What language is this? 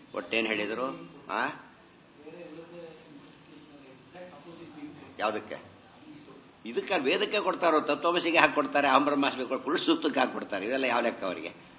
Kannada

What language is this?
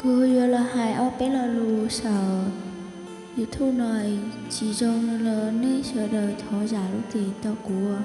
Hmong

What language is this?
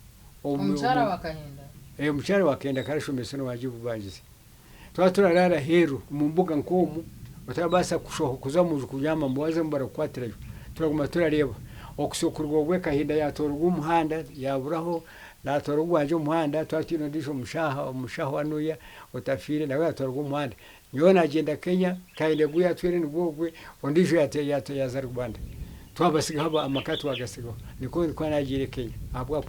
Nyankole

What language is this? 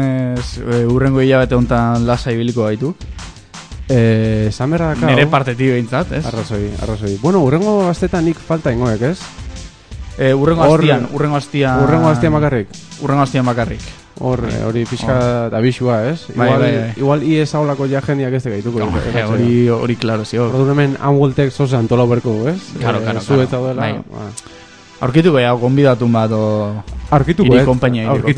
Basque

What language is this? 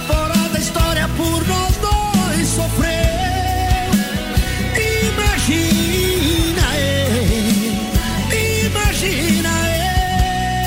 Portuguese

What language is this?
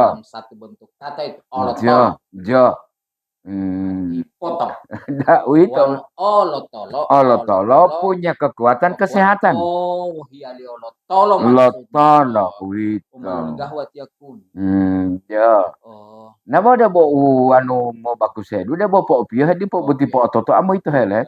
Gorontalo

